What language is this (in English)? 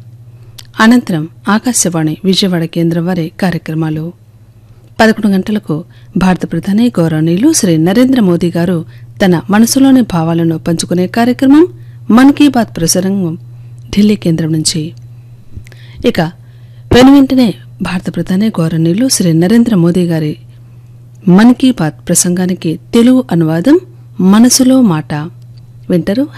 Telugu